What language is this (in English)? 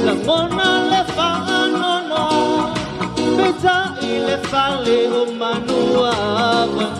Samoan